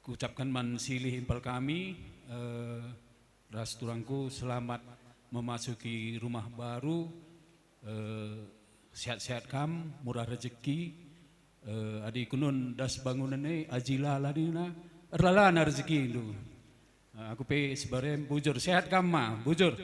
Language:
Batak Karo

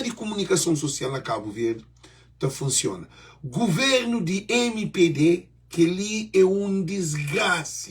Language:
Kabuverdianu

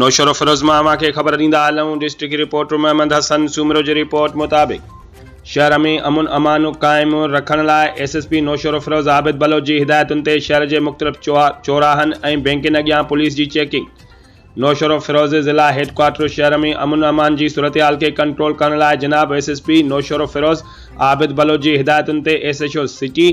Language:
Sindhi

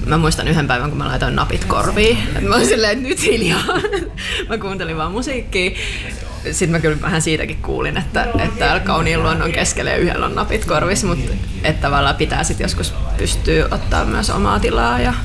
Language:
Finnish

